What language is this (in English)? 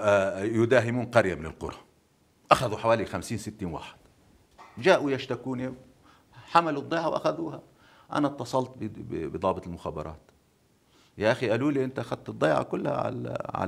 North Levantine Arabic